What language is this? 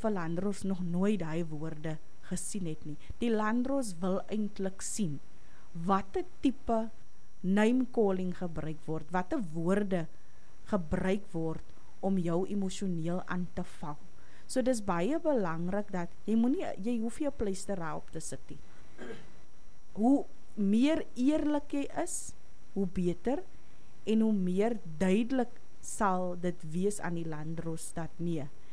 Afrikaans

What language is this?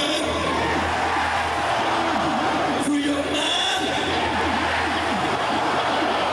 English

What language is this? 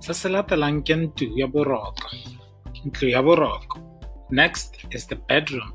Tswana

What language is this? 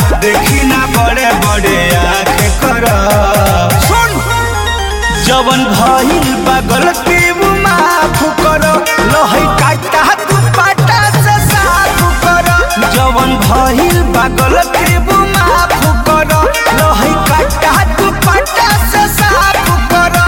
Bhojpuri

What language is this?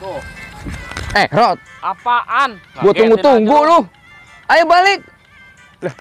Betawi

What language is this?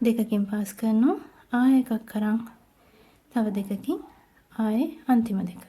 Sinhala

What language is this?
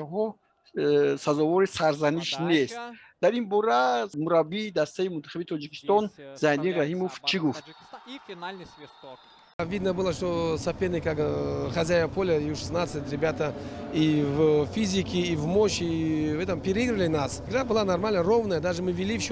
Tajik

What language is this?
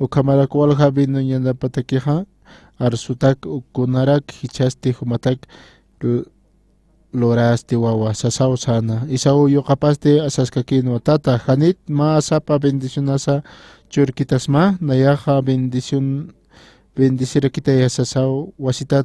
Aymara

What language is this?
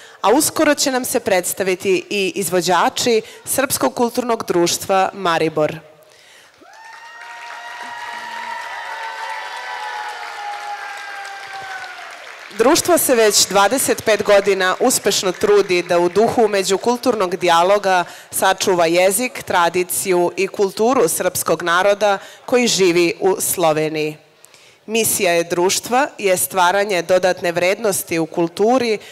Serbian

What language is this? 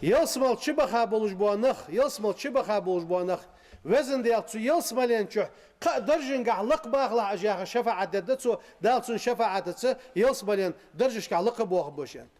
Ingush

